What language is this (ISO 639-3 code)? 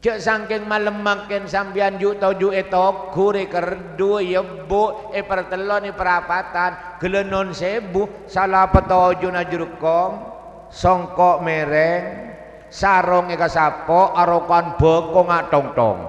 mad